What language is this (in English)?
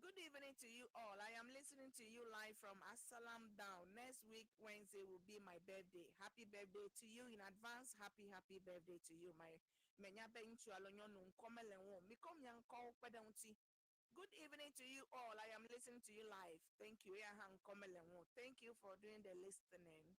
Ewe